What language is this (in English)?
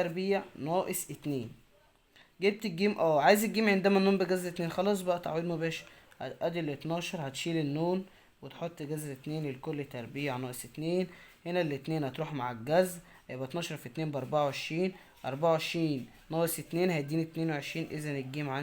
Egyptian Arabic